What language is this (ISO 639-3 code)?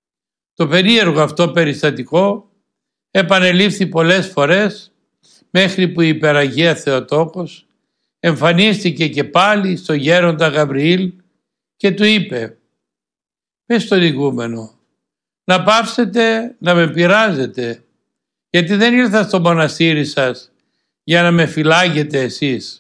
ell